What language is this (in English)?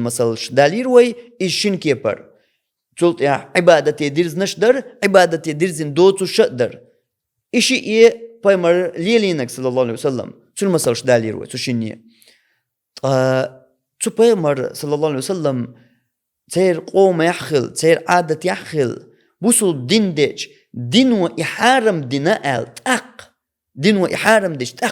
Chechen